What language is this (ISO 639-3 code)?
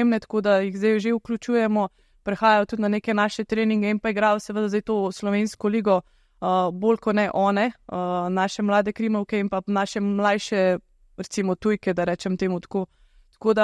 slv